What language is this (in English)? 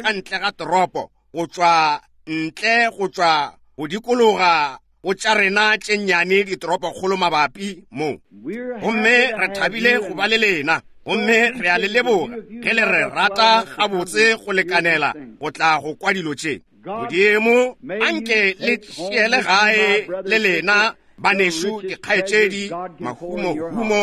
Northern Sotho